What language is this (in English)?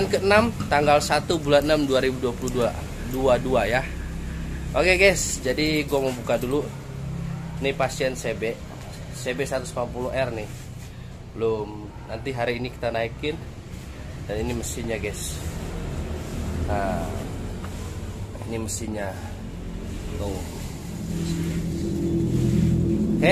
Indonesian